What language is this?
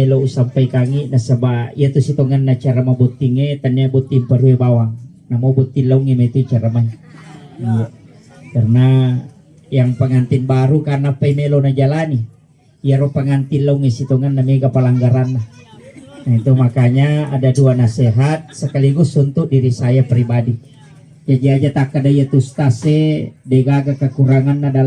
Buginese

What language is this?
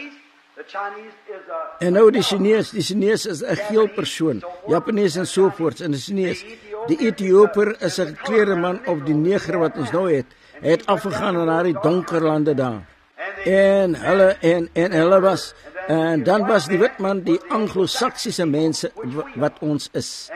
Afrikaans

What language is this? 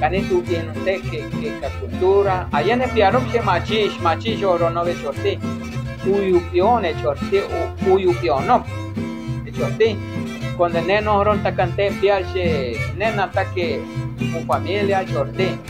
Chortí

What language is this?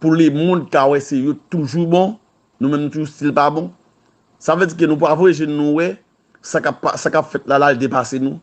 Haitian Creole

